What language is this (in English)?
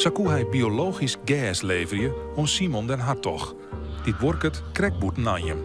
Western Frisian